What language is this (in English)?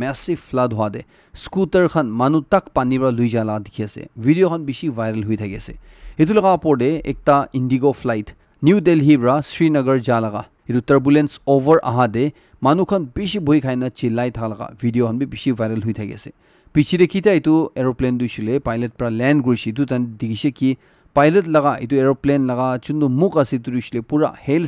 Naga Pidgin